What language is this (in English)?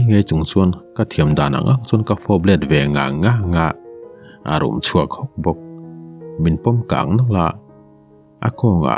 Mizo